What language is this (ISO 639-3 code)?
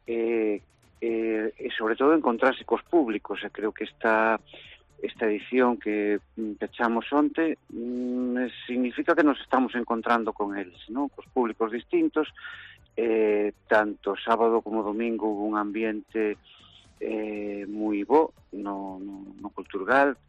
glg